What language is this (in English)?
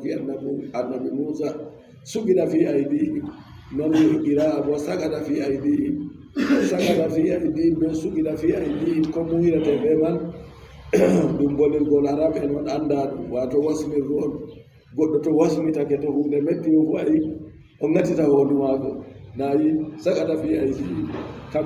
Adamawa Fulfulde